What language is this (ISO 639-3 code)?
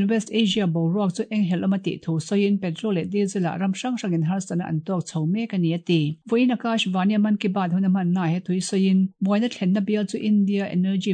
lus